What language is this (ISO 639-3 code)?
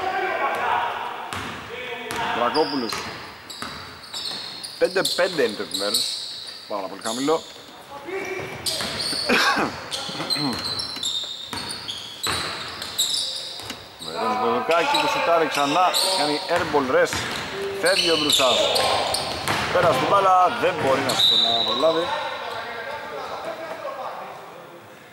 ell